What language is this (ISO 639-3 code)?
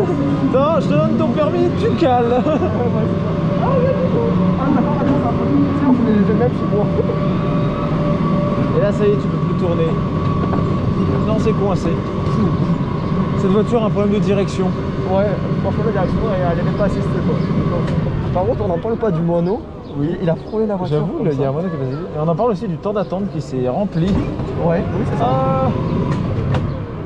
fra